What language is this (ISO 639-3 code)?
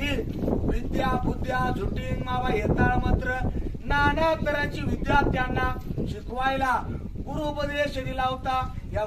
mar